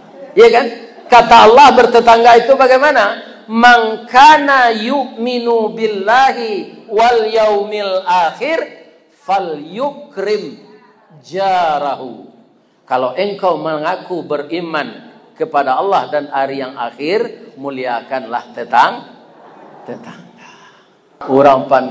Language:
Minangkabau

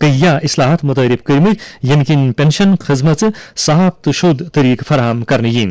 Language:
Kashmiri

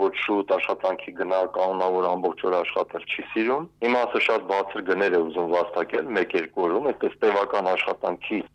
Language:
Armenian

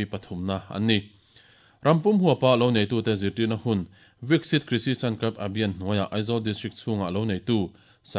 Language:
Mizo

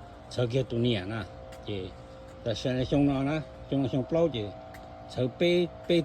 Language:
Hmong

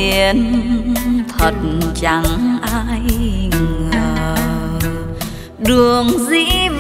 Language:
Vietnamese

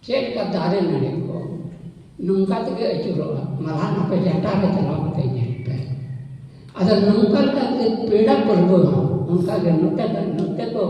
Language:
Santali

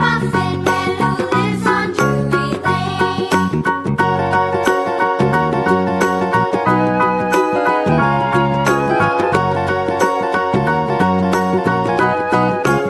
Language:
English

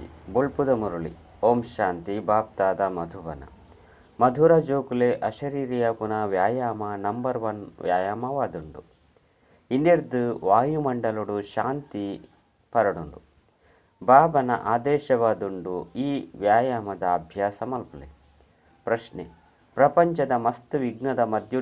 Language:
Tulu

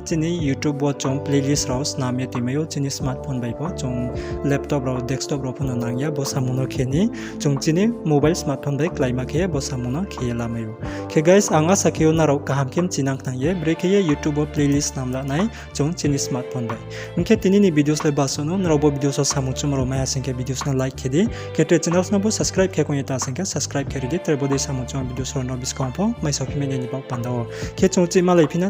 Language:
Riang (India)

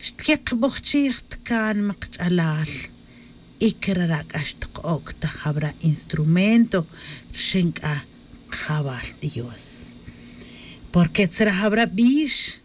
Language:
Tz'utujil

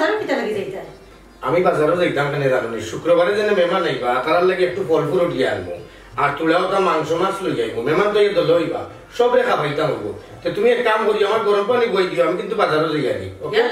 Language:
Sylheti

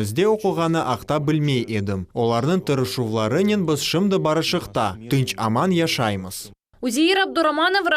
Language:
Crimean Tatar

